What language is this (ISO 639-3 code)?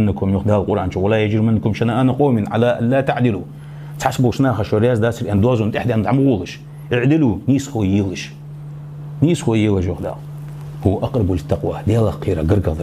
inh